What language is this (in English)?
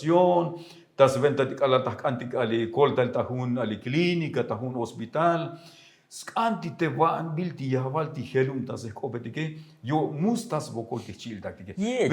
Tzotzil